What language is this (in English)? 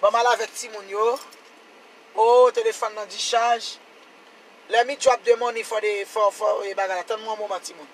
Haitian Creole